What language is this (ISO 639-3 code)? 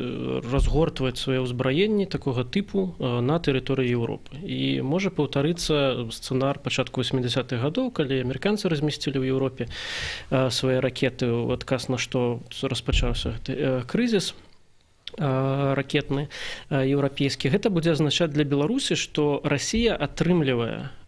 bel